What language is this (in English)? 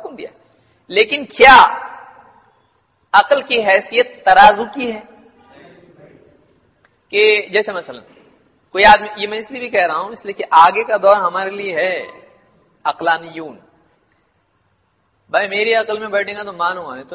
Urdu